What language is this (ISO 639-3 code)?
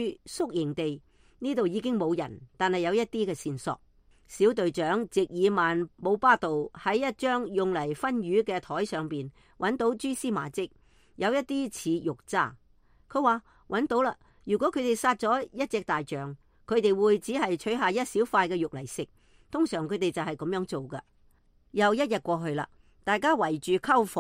yue